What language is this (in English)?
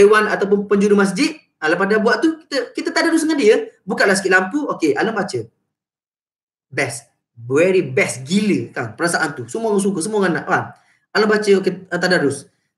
Malay